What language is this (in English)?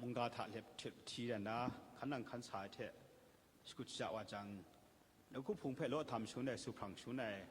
Kachin